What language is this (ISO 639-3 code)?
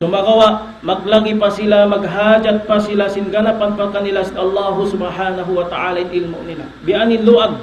tsg